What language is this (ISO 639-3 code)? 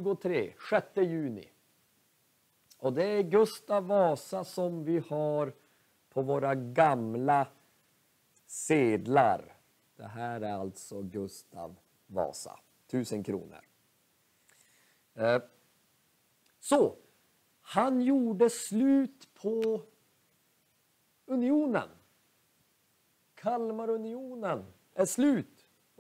swe